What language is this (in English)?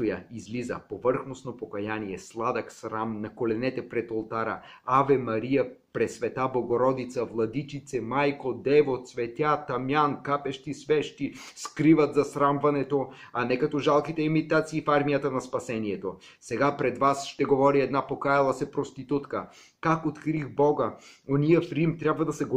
Bulgarian